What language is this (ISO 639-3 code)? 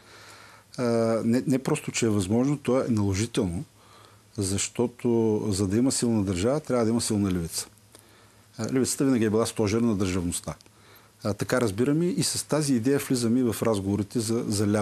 bul